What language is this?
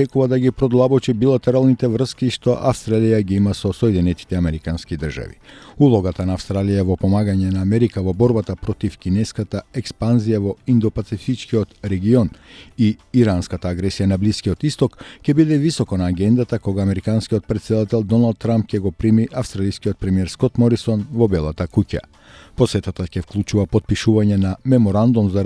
Macedonian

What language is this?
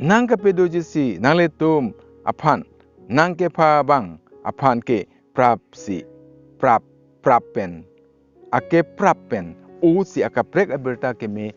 Karbi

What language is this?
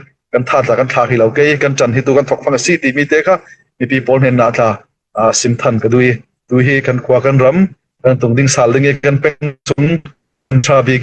Falam Chin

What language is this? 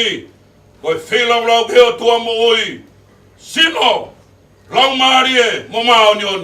Tongan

